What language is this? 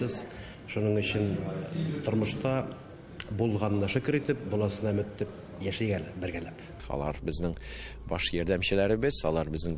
Tatar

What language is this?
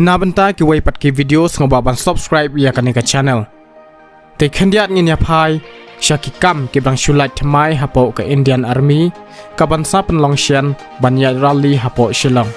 Khasi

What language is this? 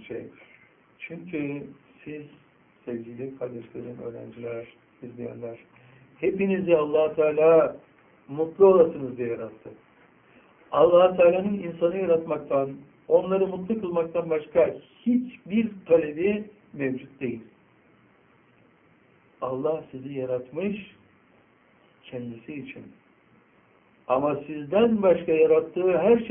Turkish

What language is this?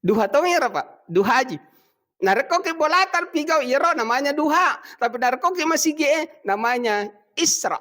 Buginese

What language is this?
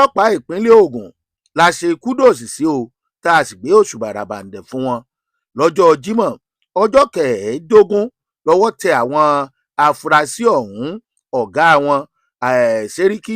Yoruba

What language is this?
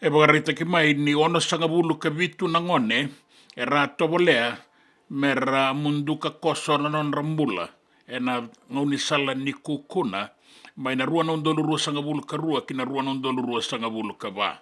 Fijian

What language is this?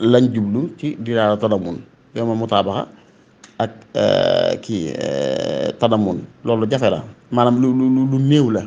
Wolof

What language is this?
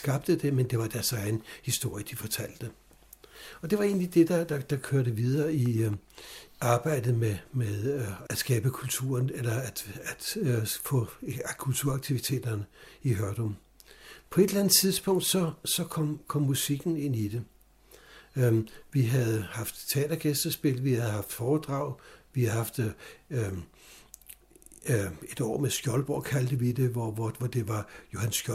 Danish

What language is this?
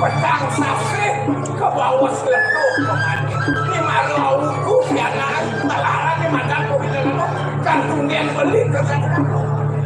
Balinese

